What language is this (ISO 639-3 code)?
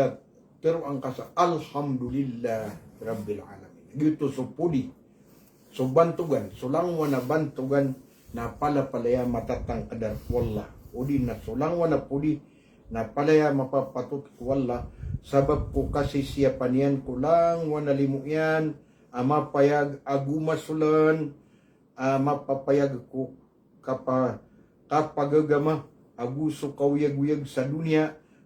mrw